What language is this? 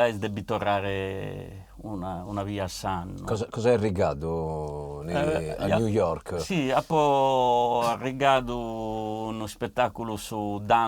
Sardinian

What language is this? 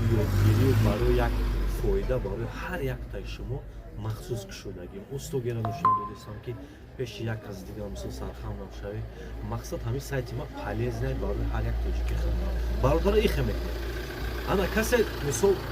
Tajik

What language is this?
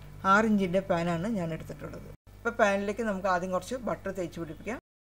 Malayalam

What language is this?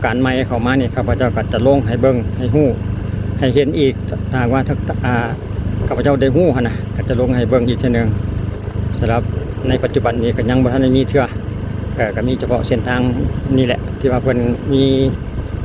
Lao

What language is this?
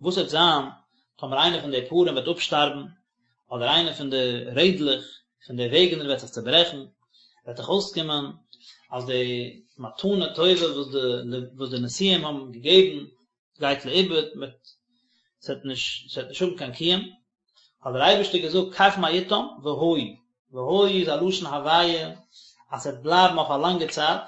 Yiddish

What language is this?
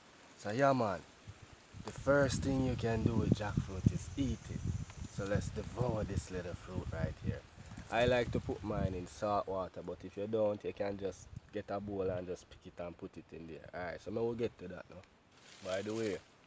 Jamaican Creole English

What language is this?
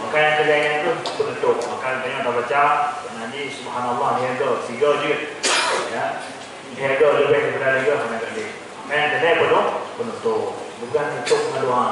Achinese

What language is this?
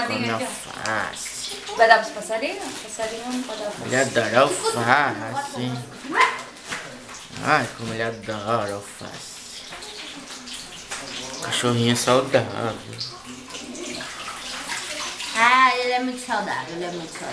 Portuguese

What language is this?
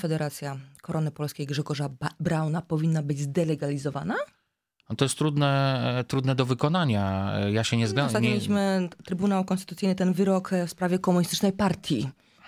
Polish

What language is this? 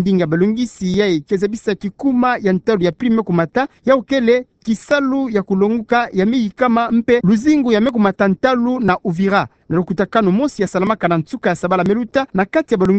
Kituba (Democratic Republic of Congo)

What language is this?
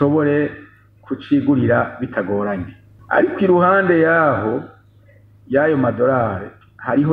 Rundi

